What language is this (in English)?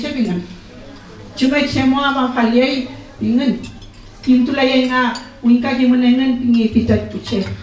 Mapuche